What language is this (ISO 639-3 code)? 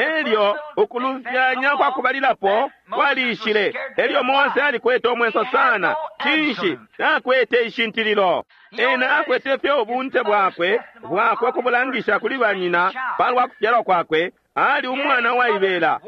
bem